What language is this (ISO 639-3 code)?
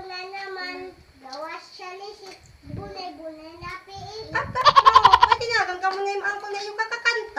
war